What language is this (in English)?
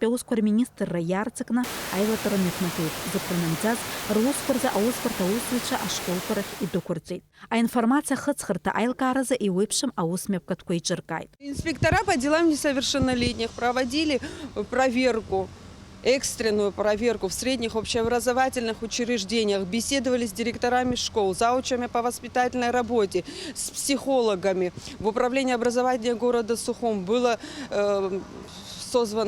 Abkhazian